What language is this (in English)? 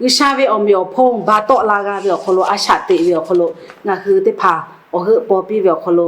Lahu